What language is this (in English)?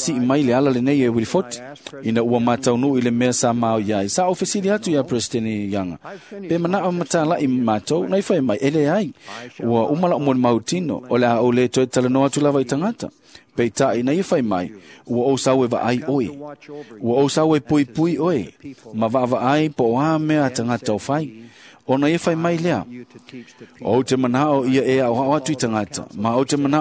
Samoan